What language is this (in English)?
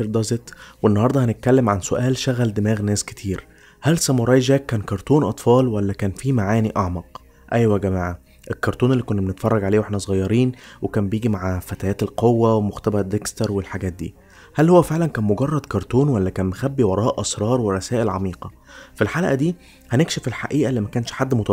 Egyptian Arabic